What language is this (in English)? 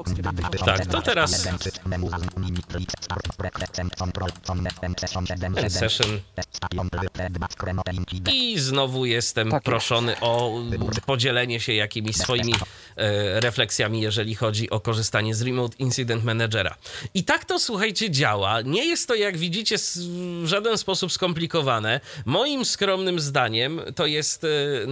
Polish